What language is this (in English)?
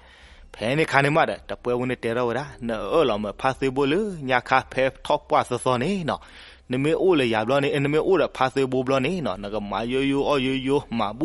S'gaw Karen